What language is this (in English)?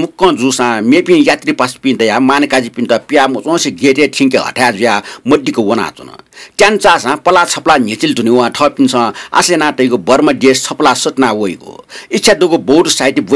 Newari